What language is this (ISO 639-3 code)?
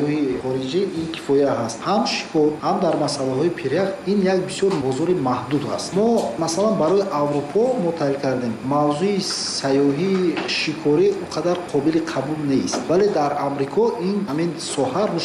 tgk